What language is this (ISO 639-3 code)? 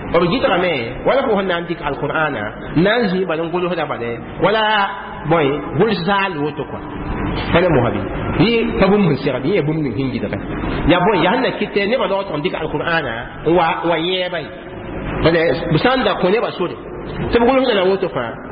mos